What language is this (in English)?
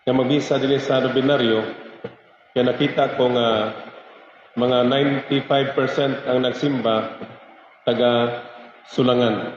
Waray